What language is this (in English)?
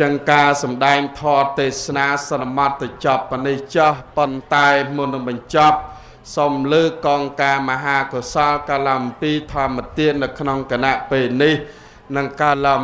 Khmer